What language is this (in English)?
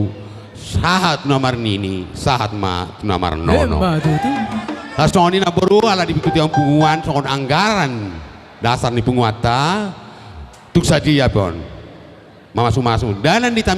Batak Toba